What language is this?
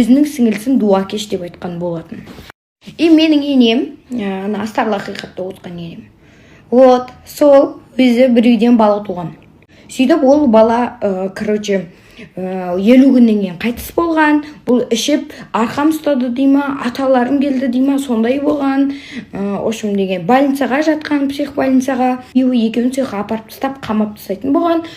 Kazakh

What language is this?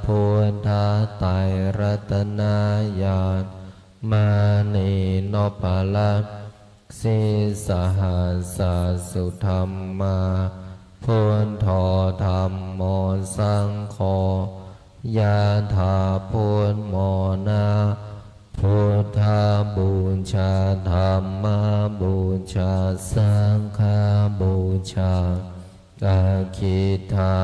Pali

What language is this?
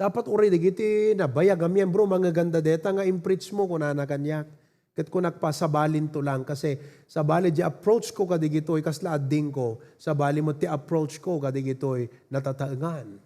Iloko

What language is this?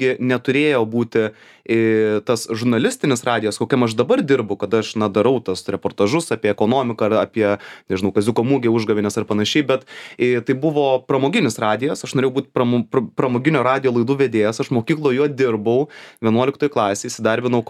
Lithuanian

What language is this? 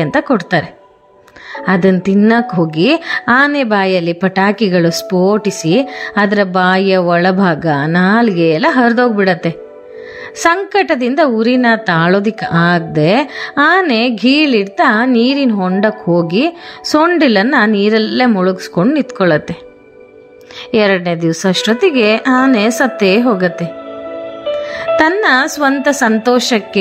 Kannada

